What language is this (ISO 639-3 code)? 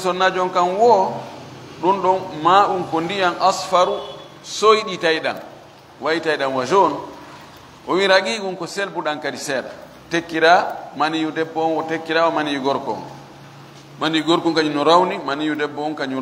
ful